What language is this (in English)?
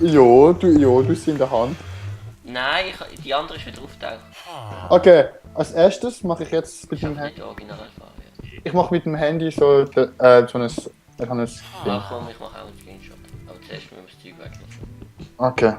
Swiss German